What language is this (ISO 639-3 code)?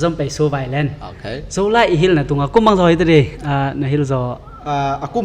ctd